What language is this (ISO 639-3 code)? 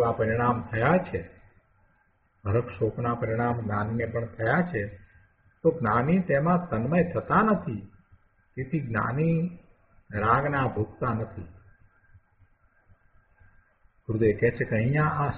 guj